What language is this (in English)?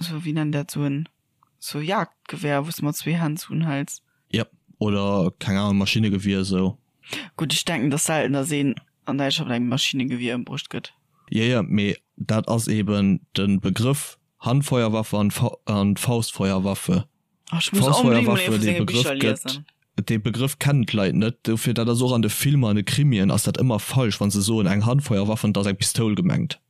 Luxembourgish